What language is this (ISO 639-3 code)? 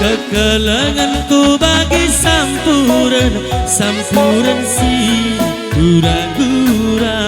btx